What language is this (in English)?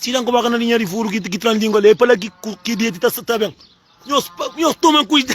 Kabuverdianu